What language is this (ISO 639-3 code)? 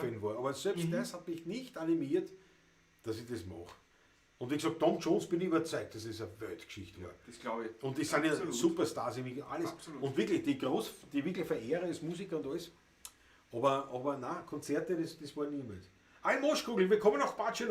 bar